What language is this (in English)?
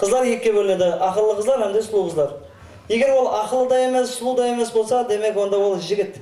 Kara-Kalpak